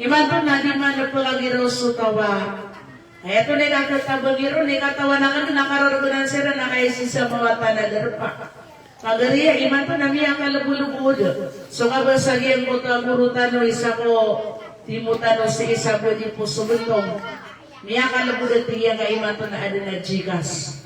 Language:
Maranao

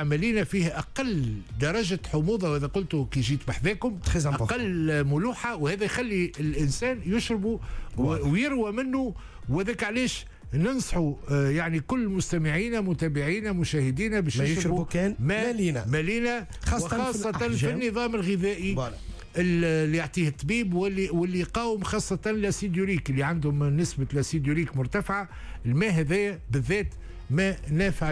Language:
Tunisian Arabic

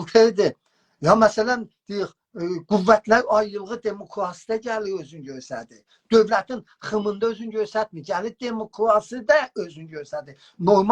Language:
South Azerbaijani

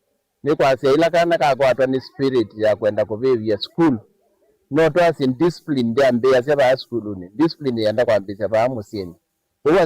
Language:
Kamba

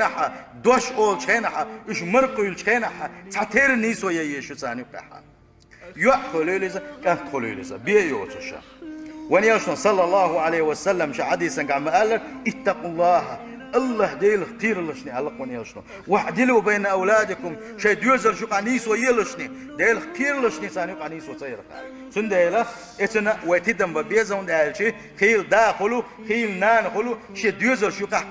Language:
Chechen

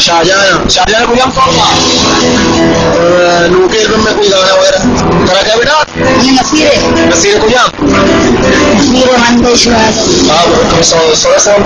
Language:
Baluchi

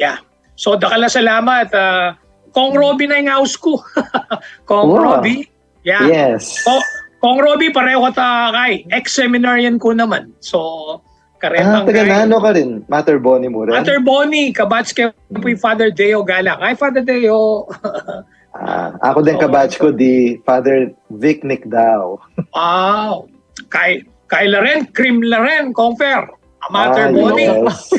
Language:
Pampanga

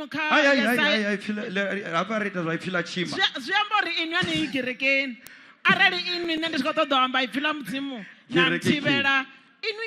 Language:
Venda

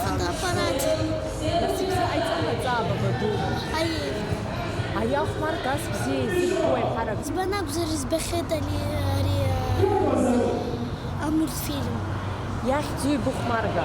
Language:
Abkhazian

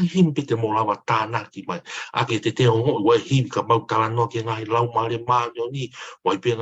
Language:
Tongan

